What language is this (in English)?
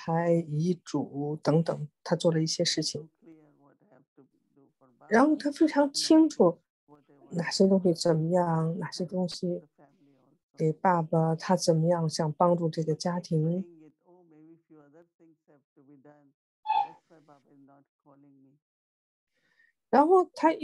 Chinese